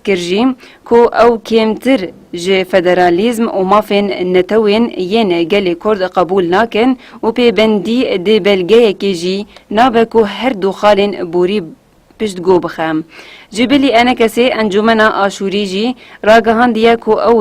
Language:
Kurdish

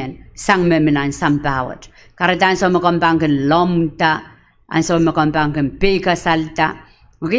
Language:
Pohnpeian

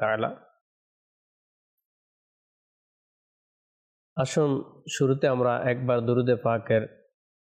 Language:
Bangla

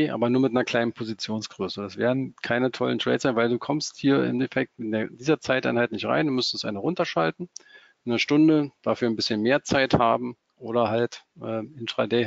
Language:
German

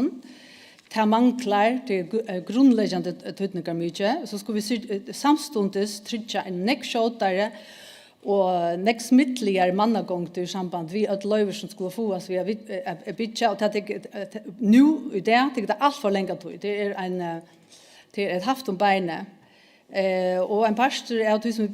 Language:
Faroese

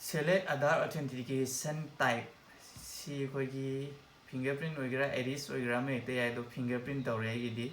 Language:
Manipuri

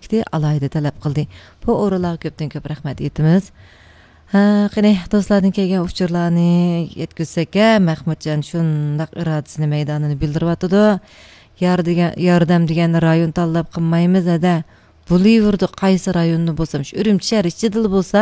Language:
Uyghur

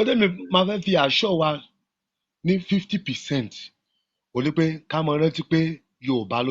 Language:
Yoruba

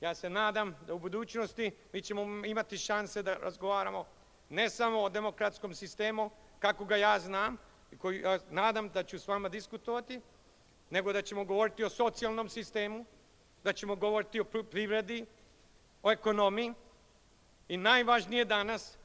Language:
Serbian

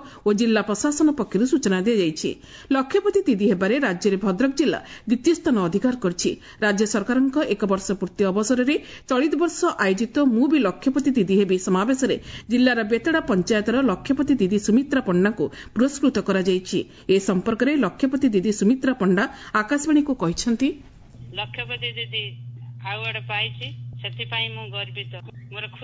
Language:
Odia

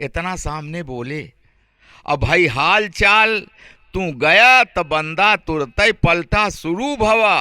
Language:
Awadhi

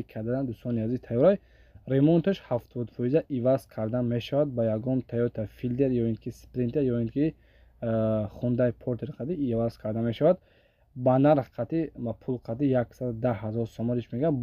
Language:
Tajik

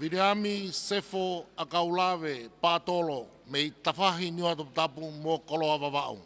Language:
Tongan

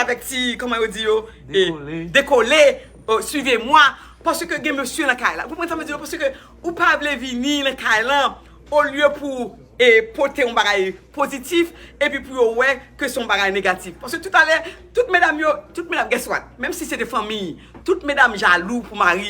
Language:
Haitian Creole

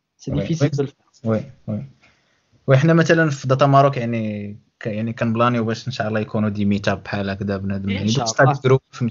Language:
Moroccan Arabic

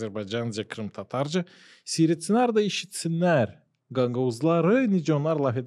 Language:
Gagauz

